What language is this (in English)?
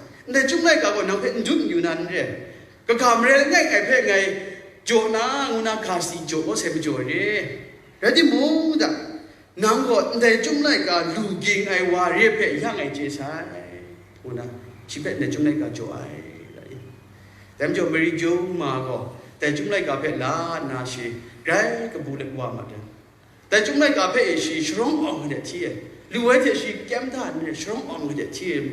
Kachin